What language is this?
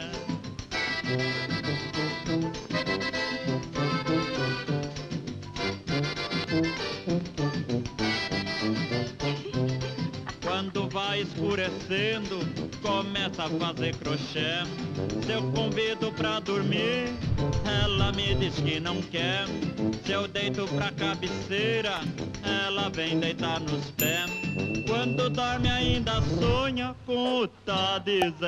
Portuguese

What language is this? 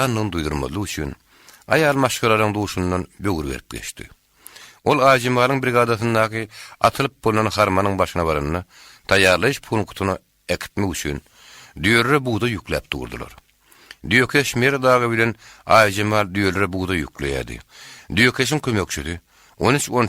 Turkmen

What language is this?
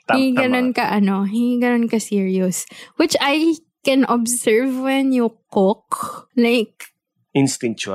Filipino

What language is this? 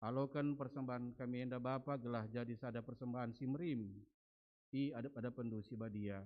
Batak Karo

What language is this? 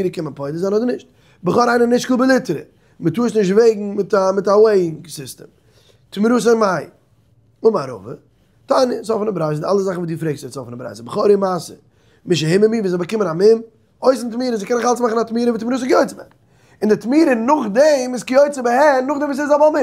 Yiddish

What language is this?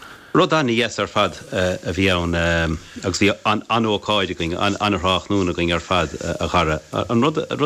Irish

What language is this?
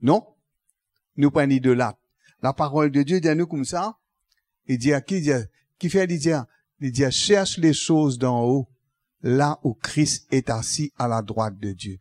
Morisyen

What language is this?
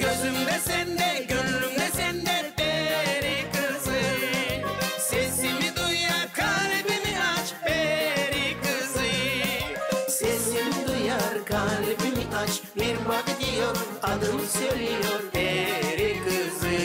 Gagauz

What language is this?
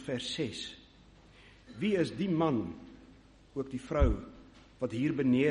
Afrikaans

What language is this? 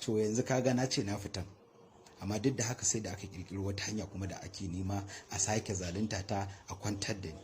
Hausa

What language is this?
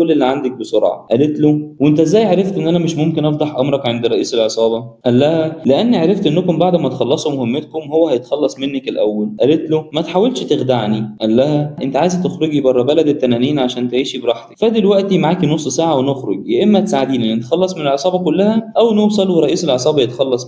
Egyptian Arabic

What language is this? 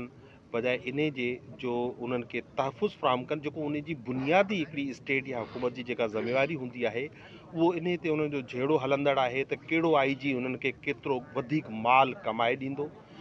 Sindhi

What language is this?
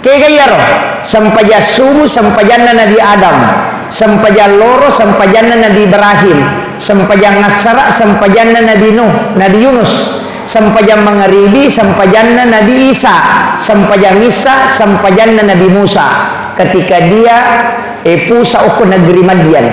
Buginese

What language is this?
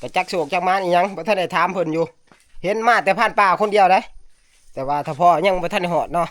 Northeastern Thai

